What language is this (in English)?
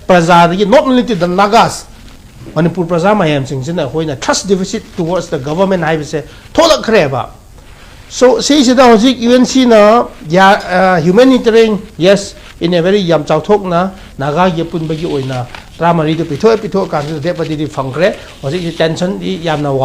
Manipuri